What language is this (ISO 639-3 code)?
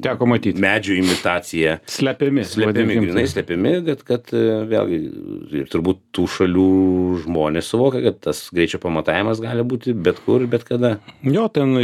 lit